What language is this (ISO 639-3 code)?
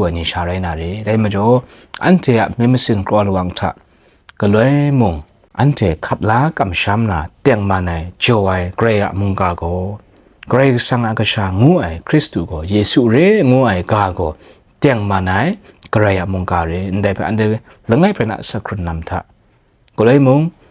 kac